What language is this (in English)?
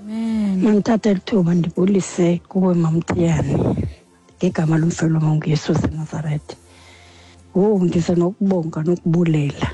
Xhosa